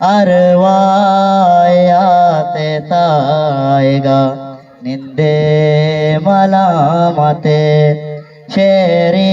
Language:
Eastern Balochi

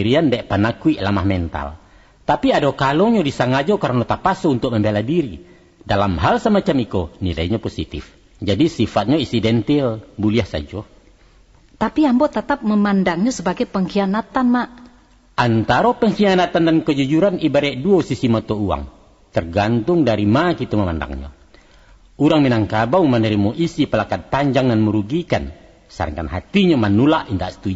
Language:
Minangkabau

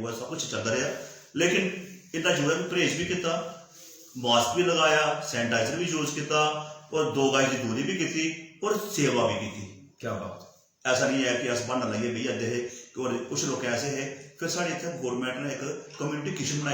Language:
Dogri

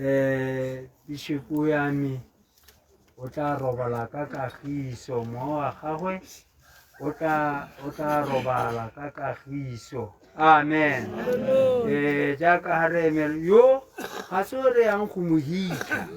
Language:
Tswana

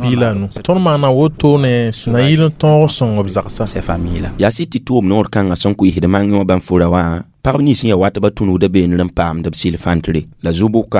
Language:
Mossi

